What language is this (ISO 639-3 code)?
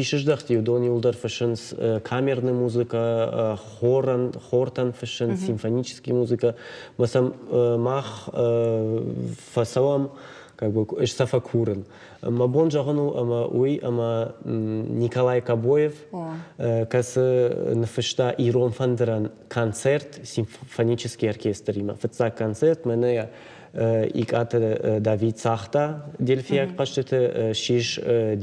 oss